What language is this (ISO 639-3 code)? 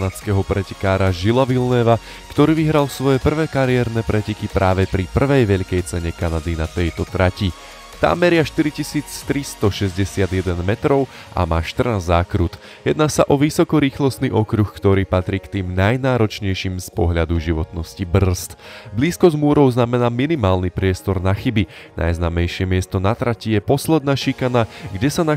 slk